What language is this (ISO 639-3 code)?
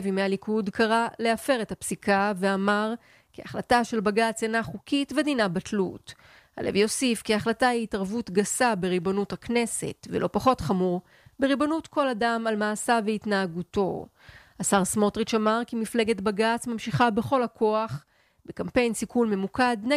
heb